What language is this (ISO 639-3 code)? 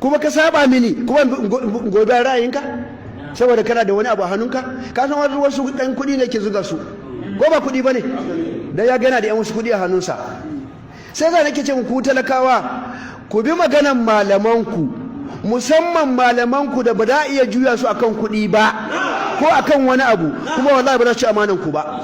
hau